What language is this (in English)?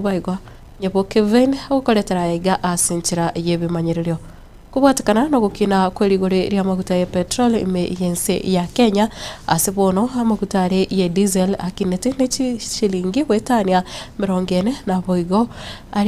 Gusii